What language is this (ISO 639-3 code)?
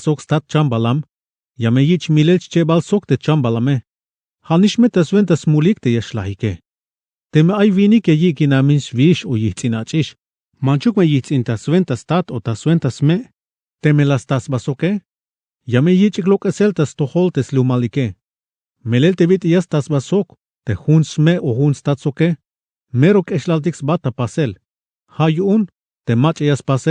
tzh